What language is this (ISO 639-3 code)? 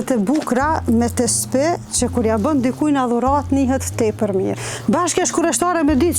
sqi